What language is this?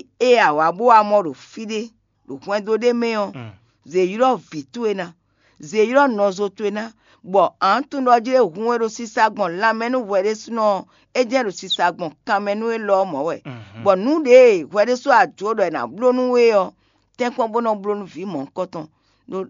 Fon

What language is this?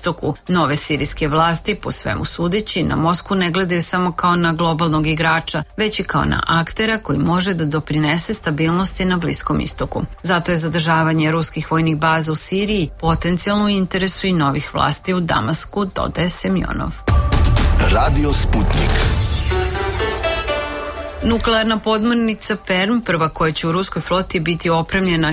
Serbian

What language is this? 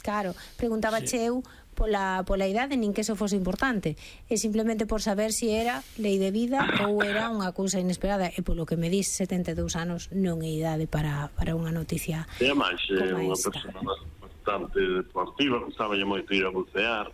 Galician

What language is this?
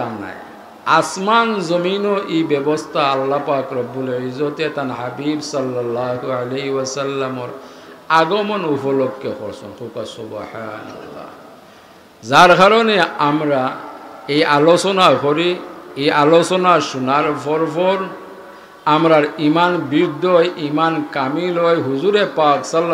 Sylheti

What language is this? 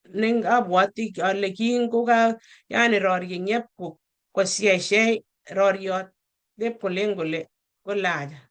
Kalenjin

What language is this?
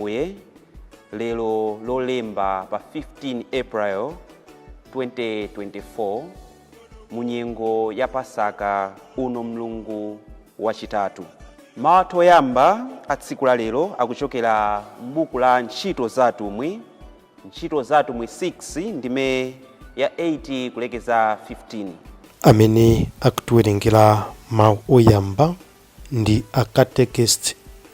Nyanja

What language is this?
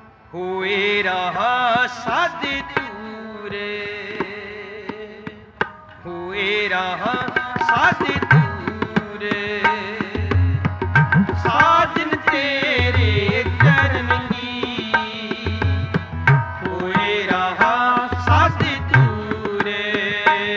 Punjabi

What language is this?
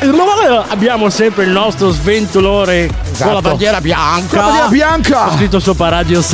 Italian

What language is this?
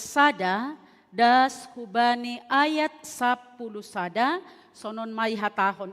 Batak Simalungun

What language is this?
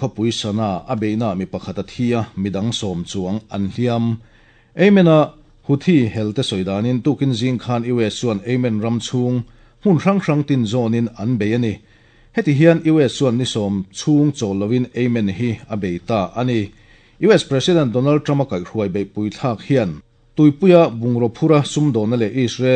Mizo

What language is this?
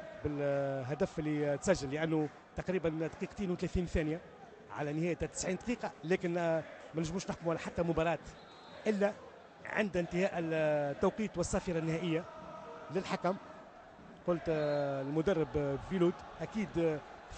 Tunisian Arabic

